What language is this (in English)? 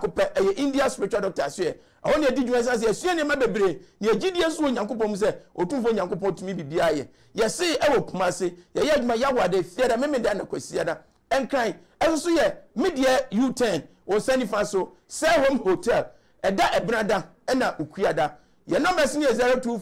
Akan